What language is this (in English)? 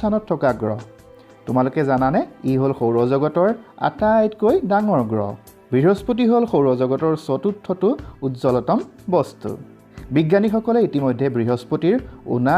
Assamese